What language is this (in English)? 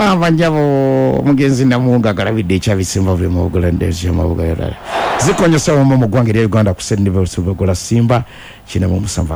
Ganda